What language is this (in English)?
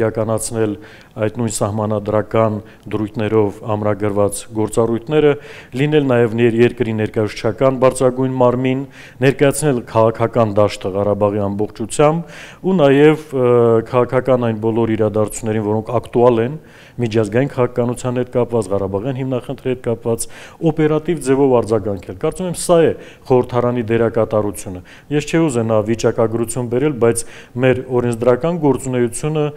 Armenian